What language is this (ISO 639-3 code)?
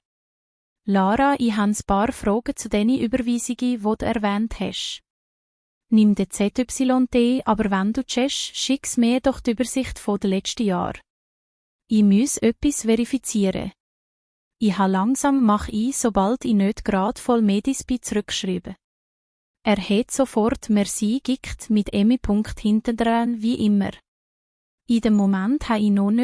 gsw